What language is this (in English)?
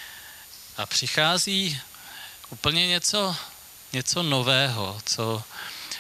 Czech